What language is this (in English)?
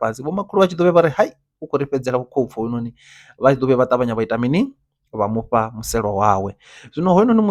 Venda